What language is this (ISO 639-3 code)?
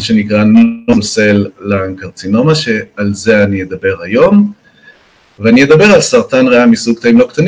heb